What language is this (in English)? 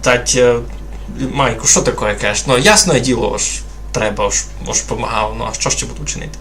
Rusyn